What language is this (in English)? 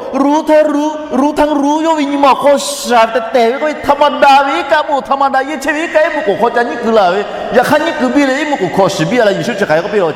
Lahu